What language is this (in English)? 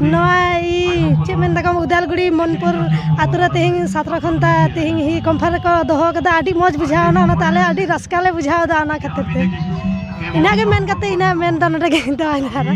Santali